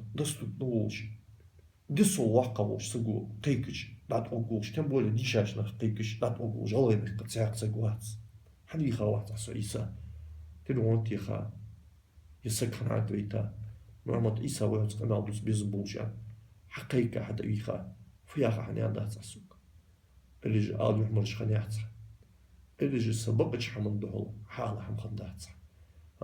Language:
Ingush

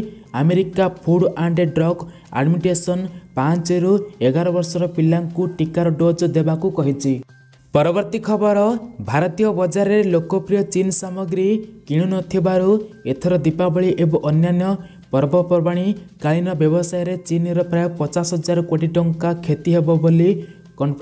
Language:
Odia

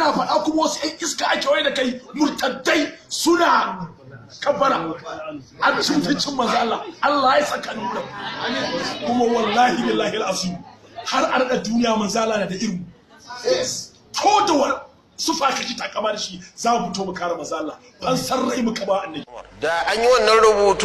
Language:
Hausa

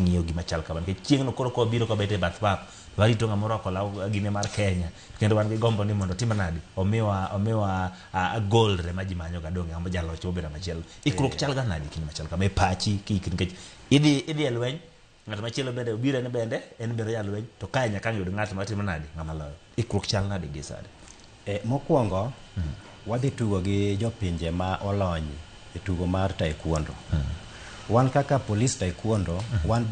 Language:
Luo (Kenya and Tanzania)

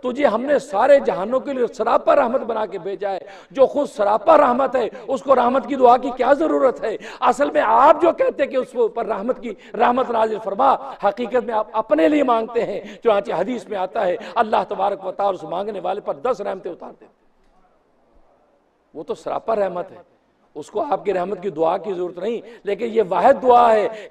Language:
Urdu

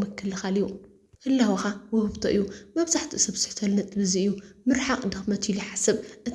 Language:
Tigrinya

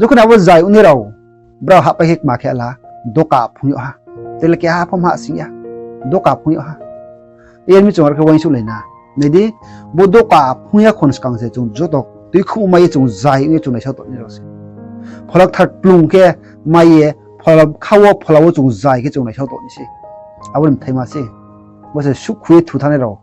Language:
Riang (India)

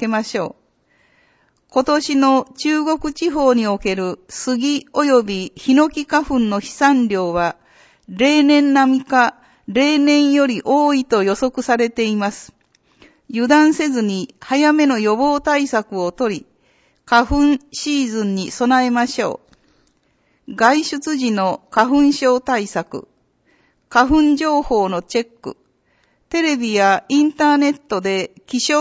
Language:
Japanese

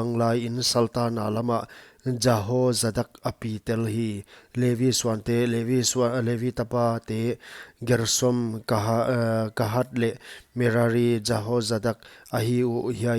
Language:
Paite Chin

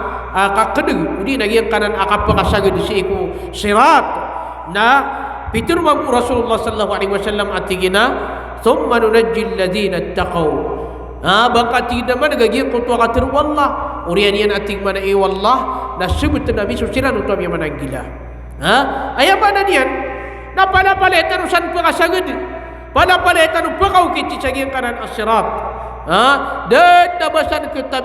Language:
Maranao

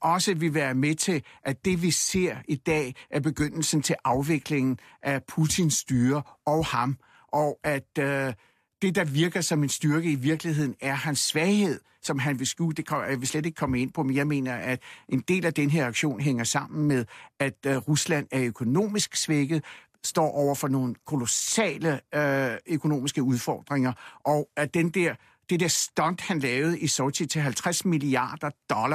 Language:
Danish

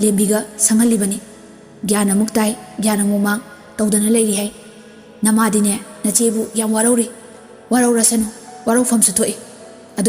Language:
Manipuri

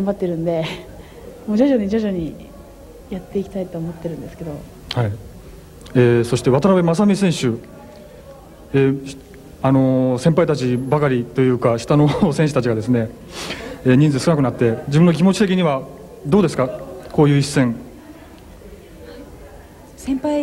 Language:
Japanese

